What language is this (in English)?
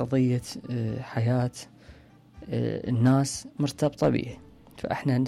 Mesopotamian Arabic